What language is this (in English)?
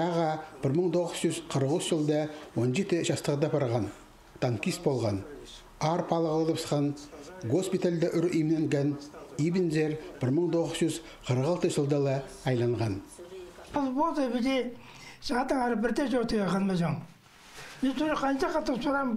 Khakas